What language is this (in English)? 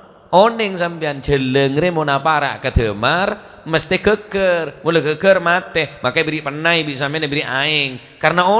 Madurese